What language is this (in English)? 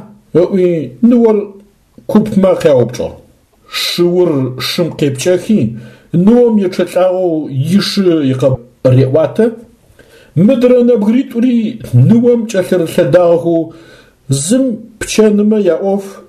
Adyghe